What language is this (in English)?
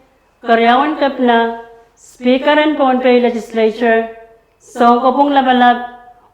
Pohnpeian